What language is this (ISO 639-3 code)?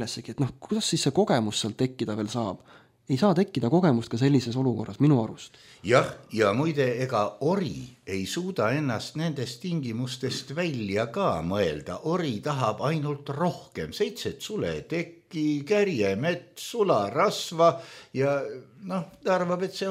est